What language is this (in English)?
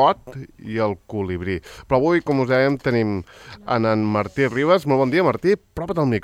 Catalan